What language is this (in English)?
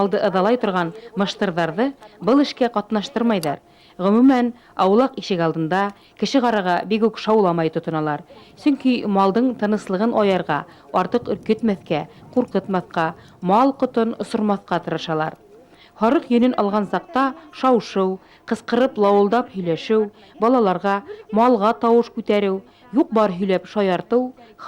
Bashkir